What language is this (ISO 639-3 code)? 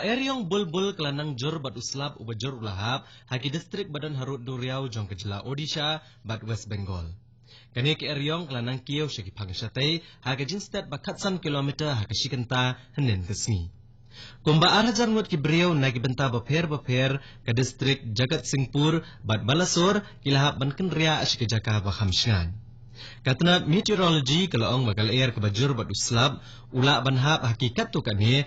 kha